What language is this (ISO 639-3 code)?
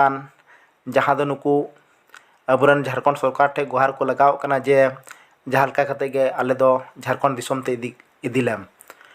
sat